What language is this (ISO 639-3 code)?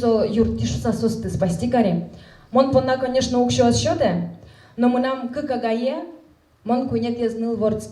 udm